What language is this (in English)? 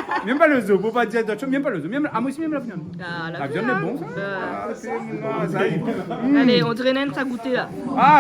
Réunion Creole French